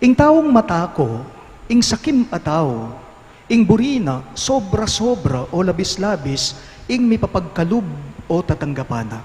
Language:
Pampanga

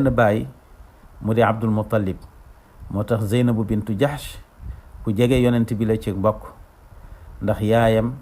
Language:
Wolof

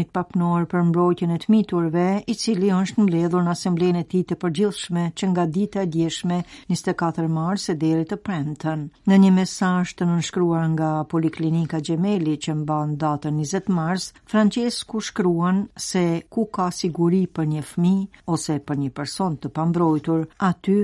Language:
Albanian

